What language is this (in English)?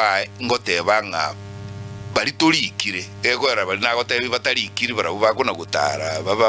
Gusii